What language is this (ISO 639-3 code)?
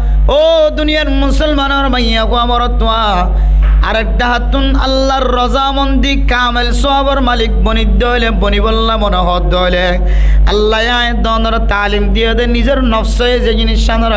rhg